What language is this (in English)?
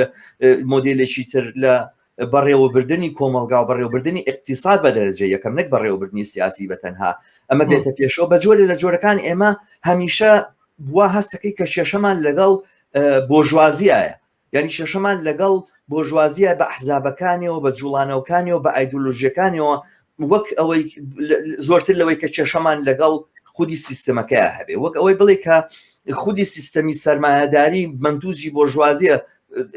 Central Kurdish